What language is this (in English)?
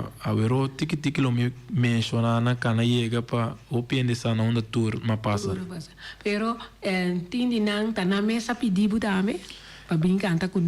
Papiamento